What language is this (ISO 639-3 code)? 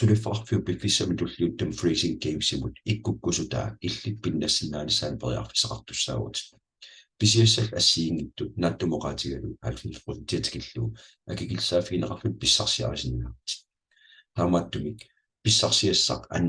kal